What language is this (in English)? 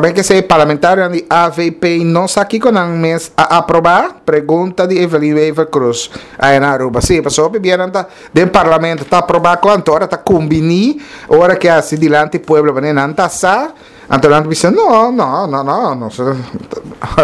Papiamento